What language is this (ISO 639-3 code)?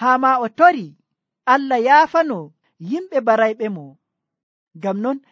fuv